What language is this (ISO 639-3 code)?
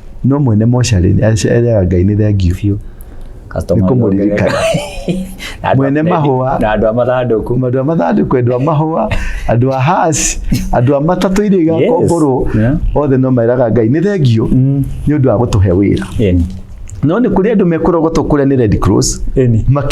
kik